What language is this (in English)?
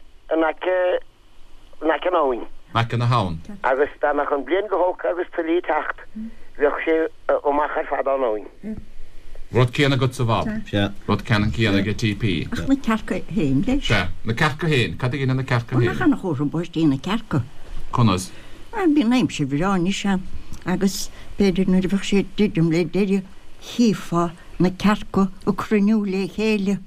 Irish